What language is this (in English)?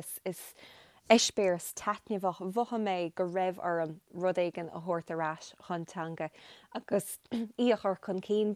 Irish